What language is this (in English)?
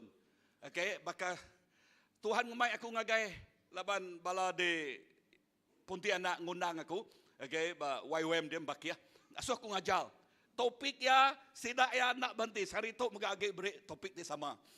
Iban